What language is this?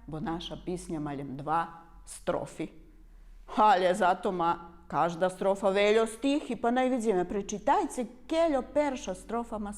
Rusyn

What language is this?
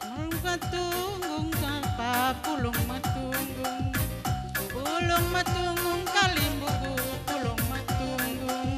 Batak Karo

